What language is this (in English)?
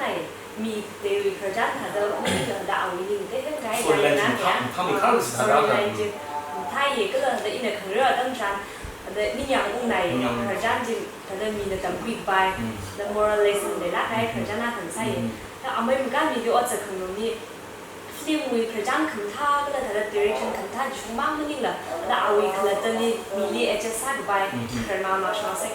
Tangkhul Naga (India)